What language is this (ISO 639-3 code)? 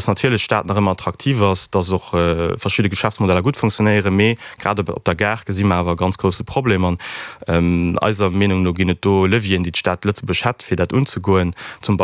ltz